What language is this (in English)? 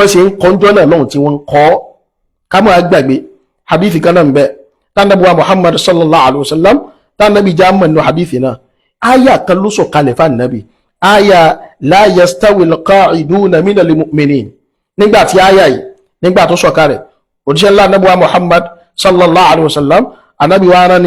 Yoruba